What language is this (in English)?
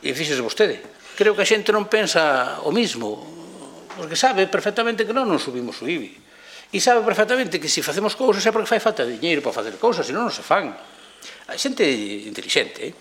Galician